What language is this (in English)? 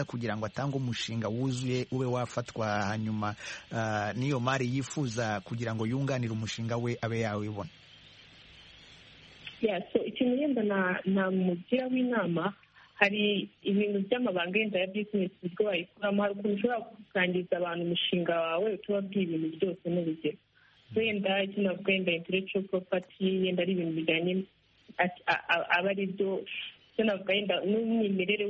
Kinyarwanda